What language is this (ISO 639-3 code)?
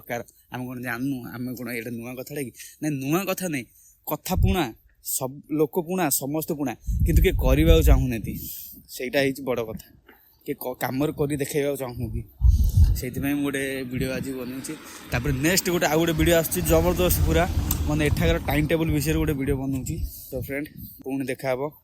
ori